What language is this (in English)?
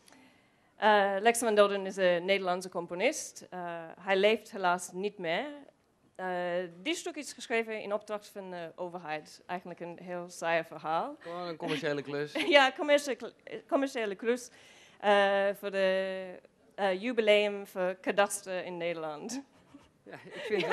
Dutch